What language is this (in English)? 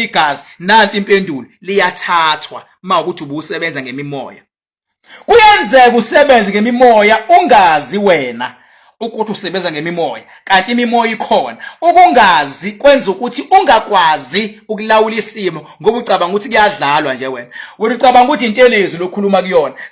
Zulu